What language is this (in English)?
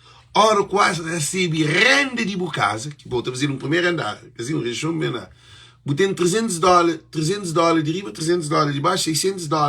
Kabuverdianu